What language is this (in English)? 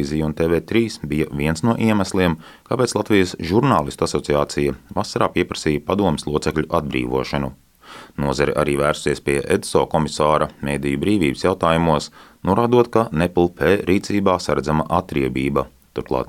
Latvian